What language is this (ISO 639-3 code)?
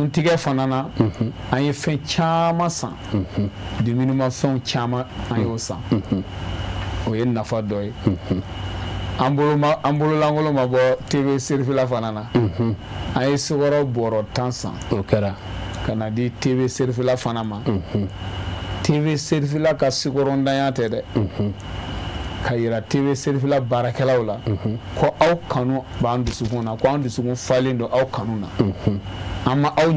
bam